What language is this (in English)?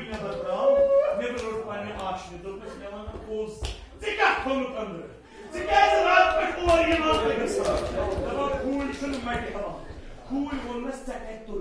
Kashmiri